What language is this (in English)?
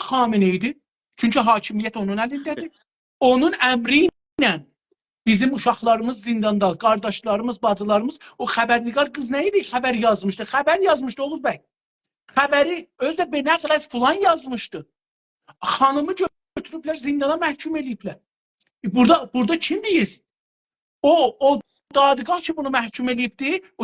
South Azerbaijani